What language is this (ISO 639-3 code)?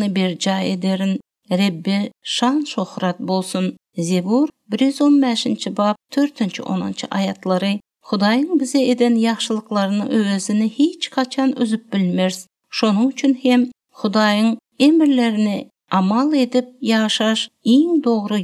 tuk